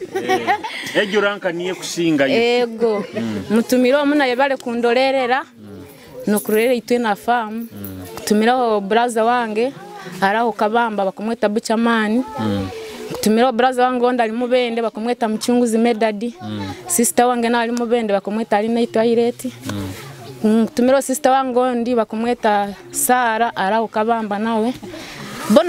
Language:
Nyoro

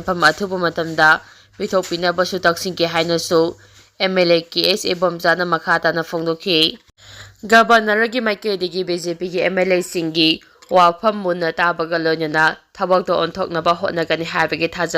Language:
Manipuri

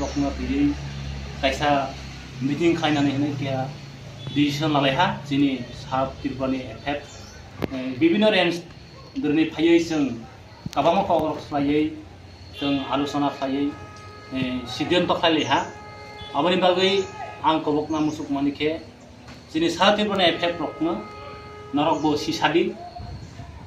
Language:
Riang (India)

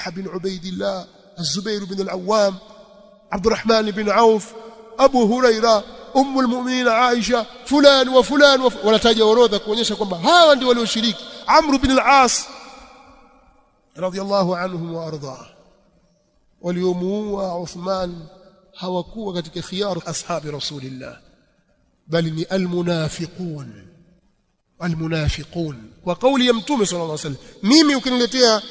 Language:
Swahili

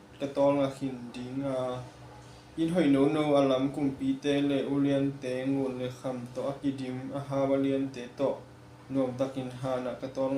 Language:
Tedim Chin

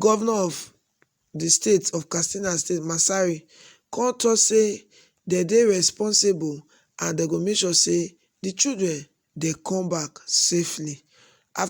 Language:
Nigerian Pidgin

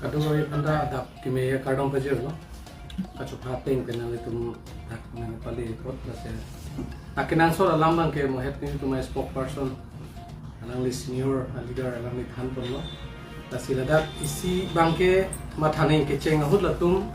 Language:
Karbi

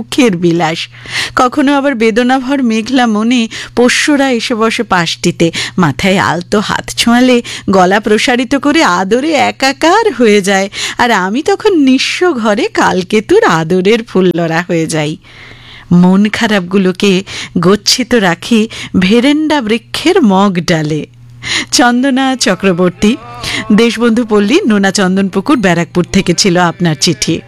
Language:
Bangla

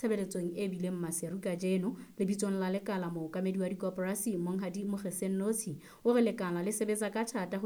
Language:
Southern Sotho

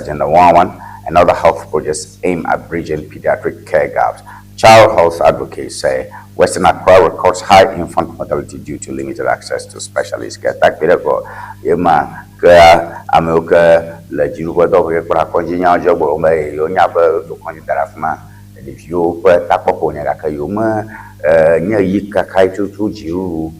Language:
Ewe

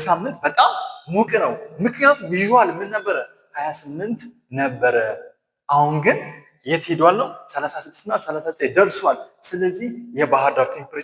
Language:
Amharic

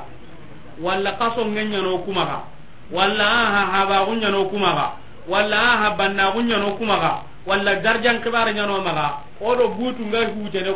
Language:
Soninke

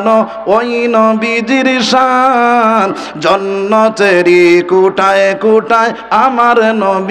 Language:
Sylheti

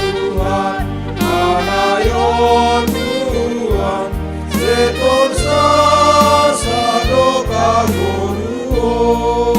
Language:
Batak Simalungun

